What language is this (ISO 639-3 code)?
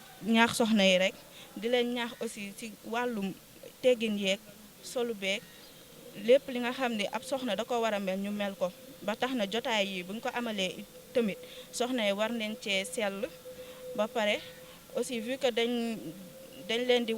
wol